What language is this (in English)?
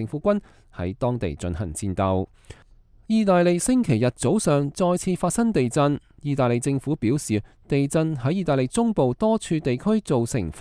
Cantonese